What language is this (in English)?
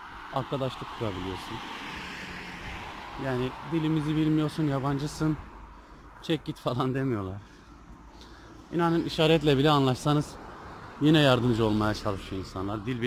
Turkish